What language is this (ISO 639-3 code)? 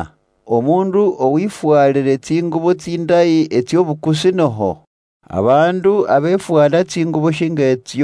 luy